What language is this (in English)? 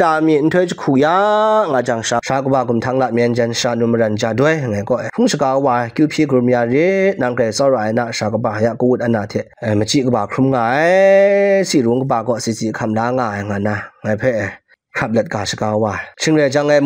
Kachin